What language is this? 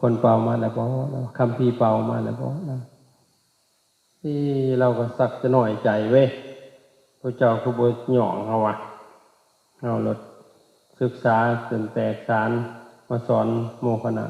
Lao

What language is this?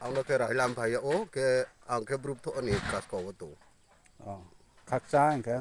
Riang (India)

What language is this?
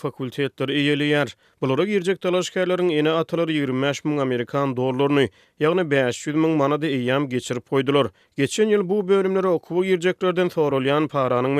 Turkmen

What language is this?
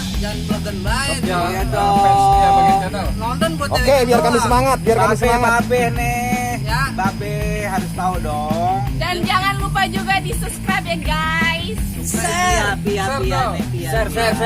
Betawi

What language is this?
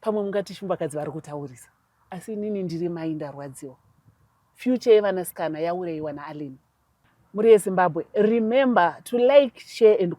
Shona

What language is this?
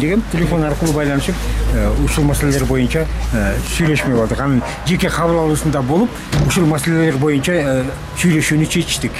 Kyrgyz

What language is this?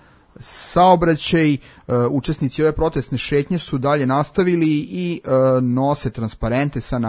Serbian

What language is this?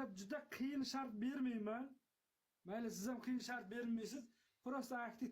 Uzbek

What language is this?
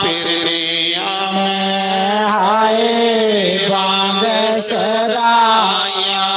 Dogri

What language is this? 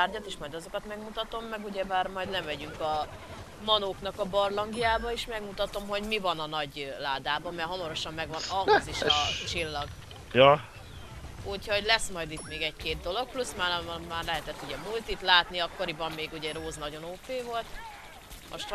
Hungarian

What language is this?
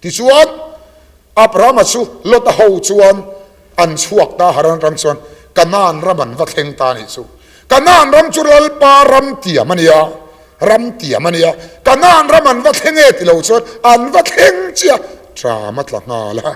Mizo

